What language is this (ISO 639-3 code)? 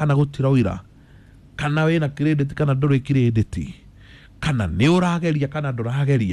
kik